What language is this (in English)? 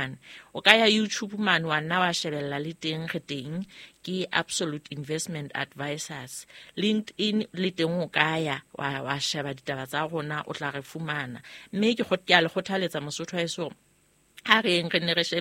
Southern Sotho